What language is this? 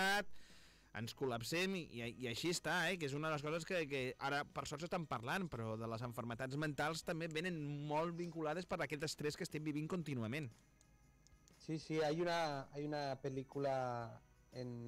Catalan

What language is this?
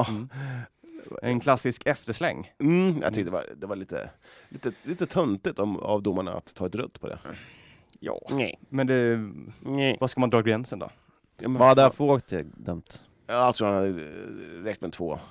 Swedish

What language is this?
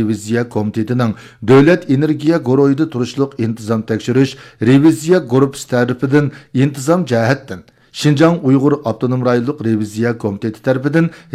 Uyghur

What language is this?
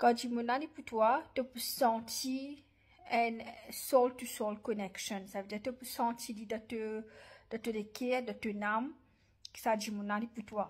Morisyen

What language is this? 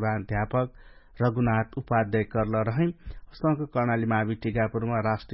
Dangaura Tharu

